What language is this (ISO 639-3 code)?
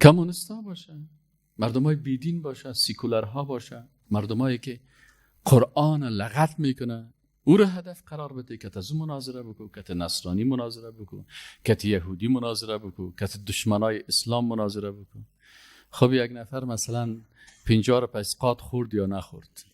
fas